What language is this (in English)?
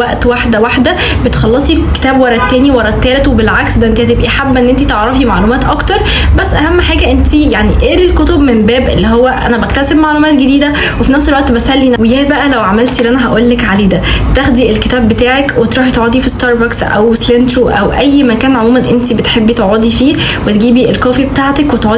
Egyptian Arabic